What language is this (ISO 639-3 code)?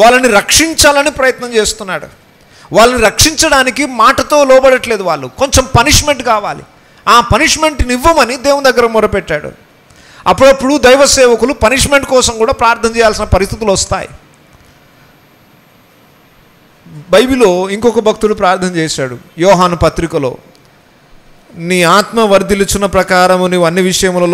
tel